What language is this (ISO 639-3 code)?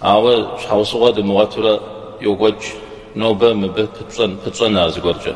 kbd